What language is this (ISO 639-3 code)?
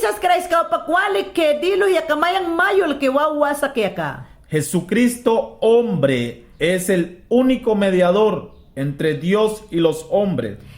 yan